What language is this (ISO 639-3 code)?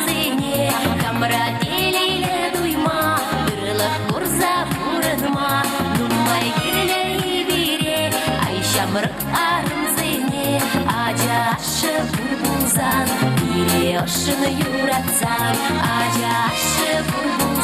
chv